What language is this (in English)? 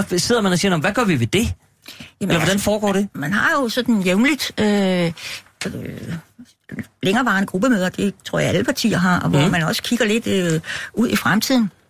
Danish